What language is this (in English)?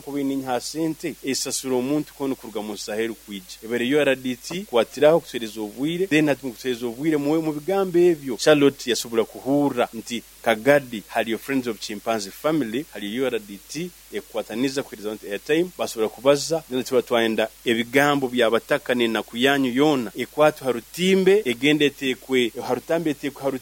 Nyoro